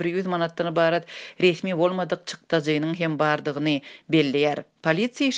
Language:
Turkmen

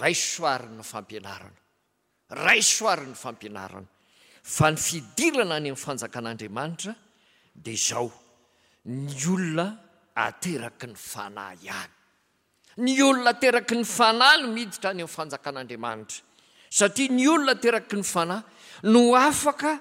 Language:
Malagasy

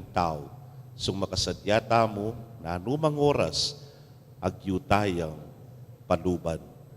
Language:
Pampanga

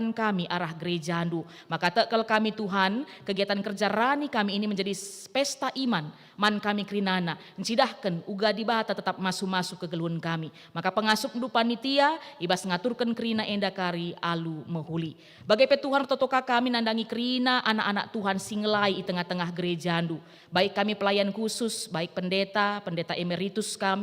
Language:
Batak Karo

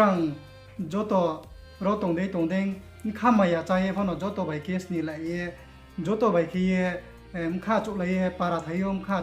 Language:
Riang (India)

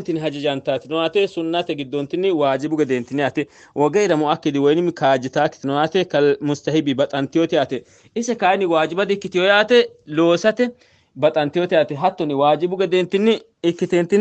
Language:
Sidamo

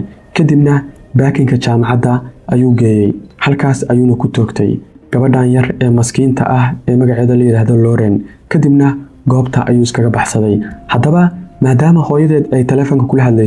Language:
Somali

